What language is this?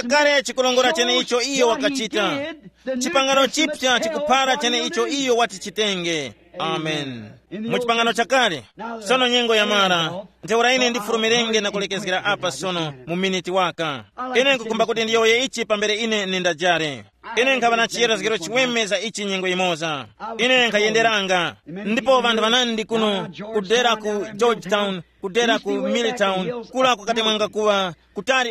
Tumbuka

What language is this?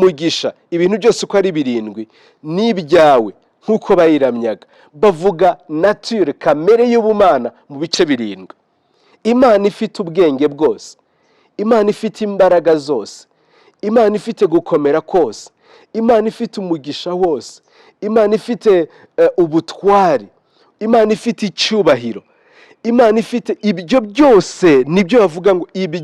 Kinyarwanda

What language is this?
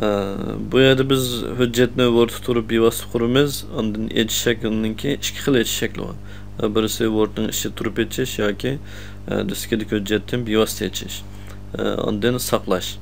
Uyghur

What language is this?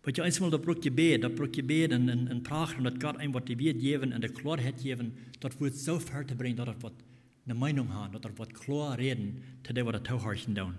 Plautdietsch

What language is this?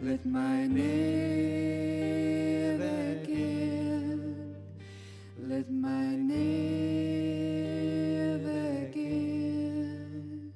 Western Frisian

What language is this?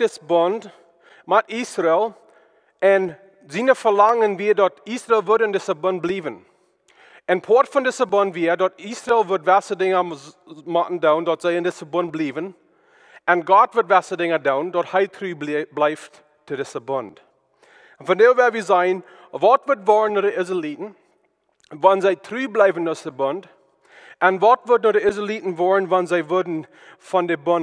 Plautdietsch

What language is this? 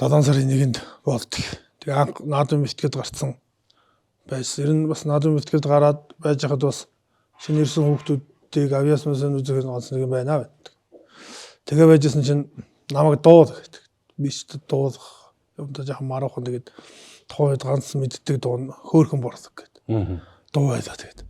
Mongolian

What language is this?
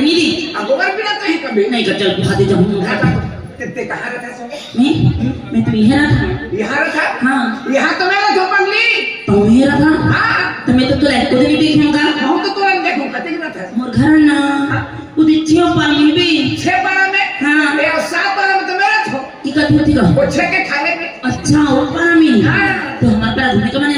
Chhattisgarhi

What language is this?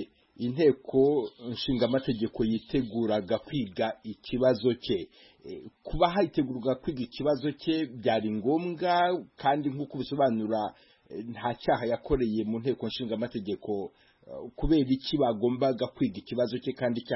Kinyarwanda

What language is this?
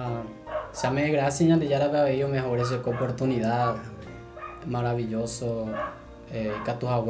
Guarani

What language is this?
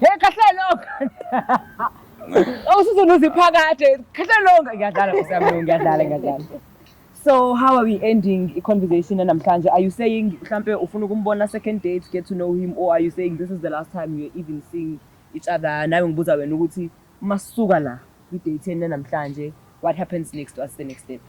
Zulu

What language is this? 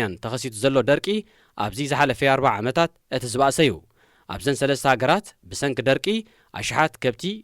Tigrinya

